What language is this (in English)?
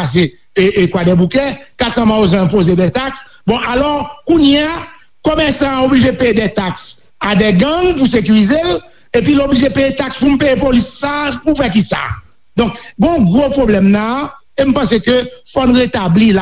Haitian Creole